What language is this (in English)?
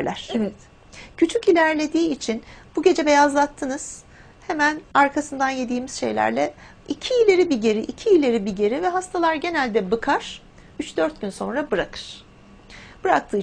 Turkish